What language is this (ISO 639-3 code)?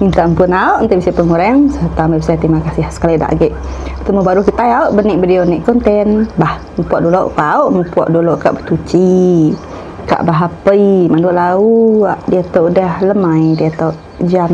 iba